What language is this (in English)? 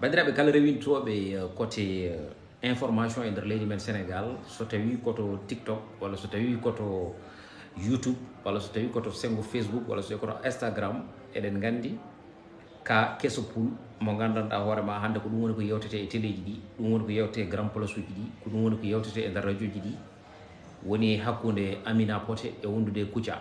Fula